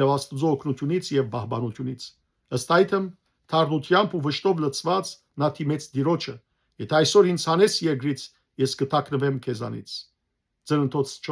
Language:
Western Armenian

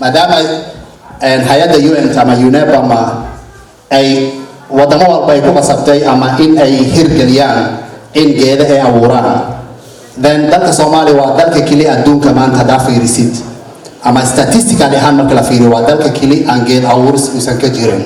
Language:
Somali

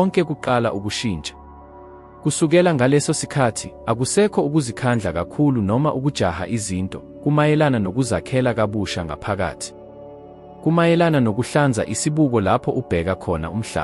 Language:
Zulu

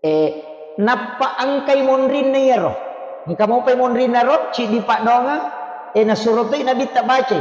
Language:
Buginese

